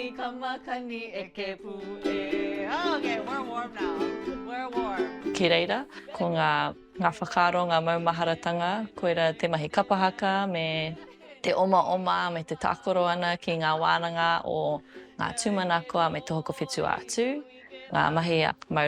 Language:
Māori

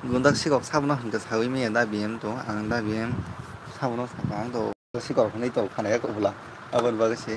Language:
Kok Borok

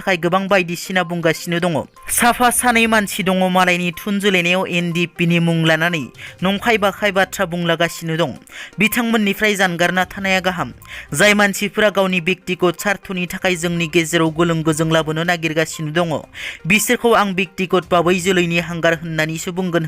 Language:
Bodo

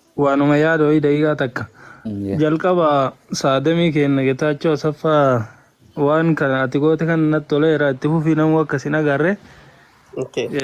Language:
Oromo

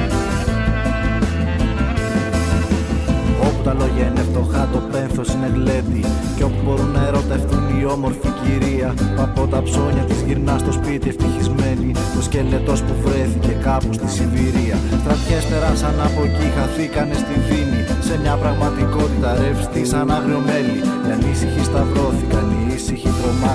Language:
Greek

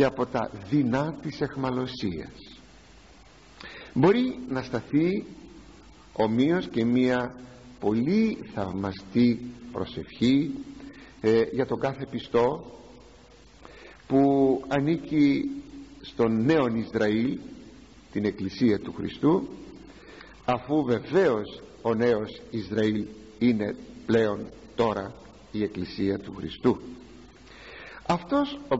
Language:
Greek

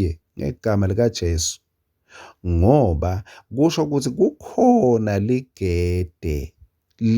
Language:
Swati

